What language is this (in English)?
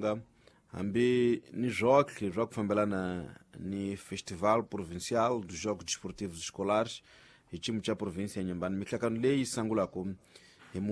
Tsonga